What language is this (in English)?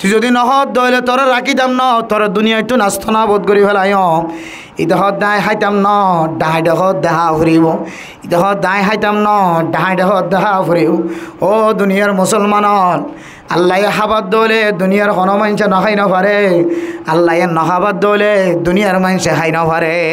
Rohingya